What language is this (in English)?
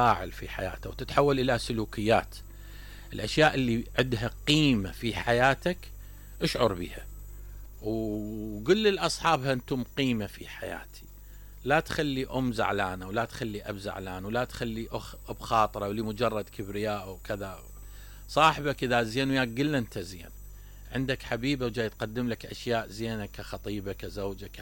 Mesopotamian Arabic